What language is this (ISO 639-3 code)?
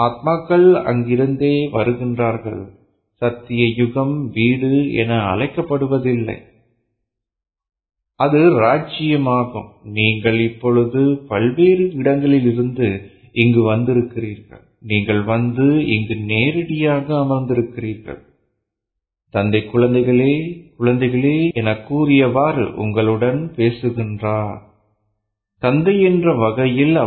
tam